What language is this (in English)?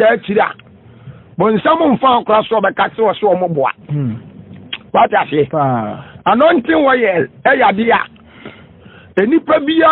Akan